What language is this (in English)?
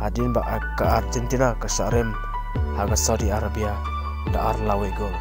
Khasi